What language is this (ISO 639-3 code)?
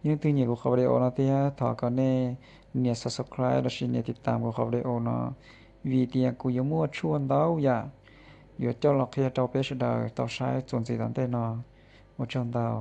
hmn